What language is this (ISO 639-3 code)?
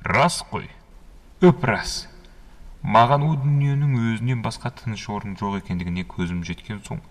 kaz